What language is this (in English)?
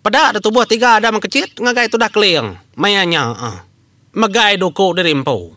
Iban